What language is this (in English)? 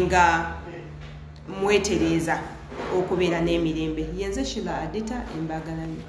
Ganda